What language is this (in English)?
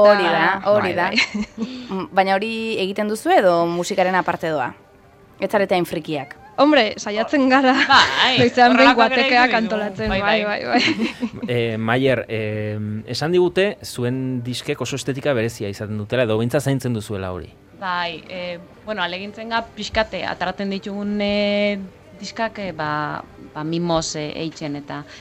Basque